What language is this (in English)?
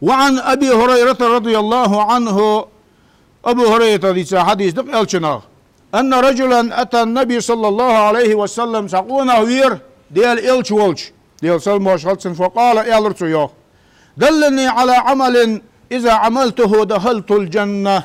Ingush